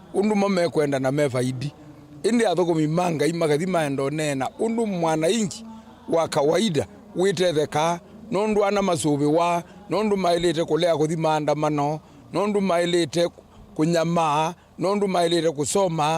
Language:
Kamba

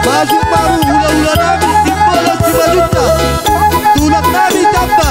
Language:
Batak Toba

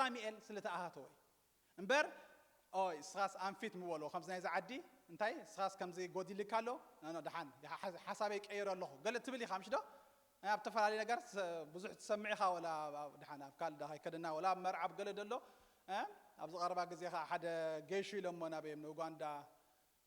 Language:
Tigrinya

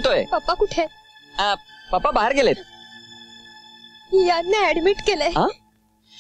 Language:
Marathi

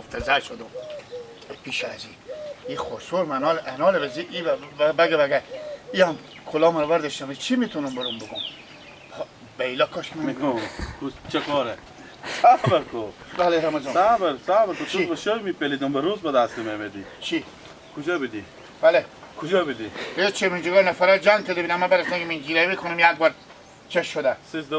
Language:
Hazaragi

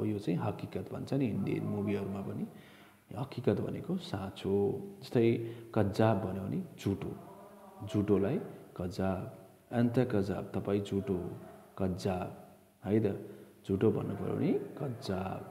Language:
Nepali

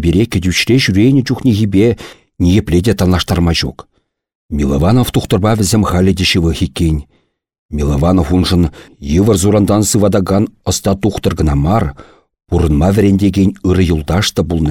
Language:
Chuvash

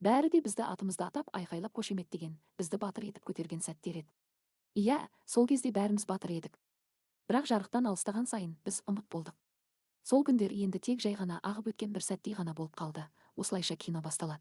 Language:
Kazakh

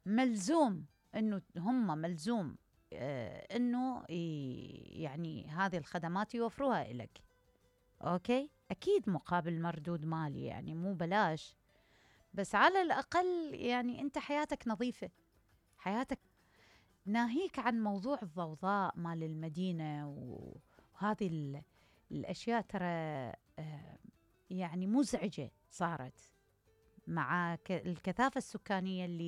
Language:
Mesopotamian Arabic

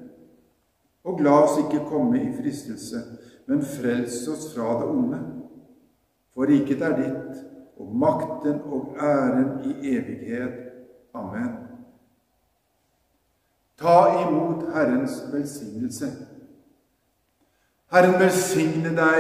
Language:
Norwegian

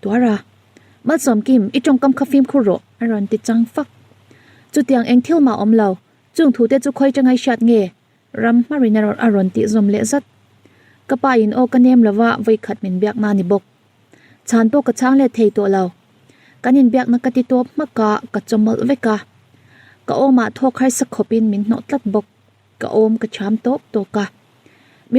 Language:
Mizo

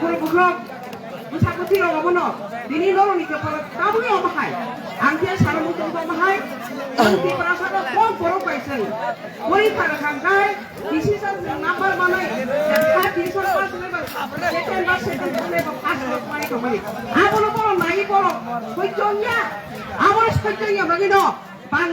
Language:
Kok Borok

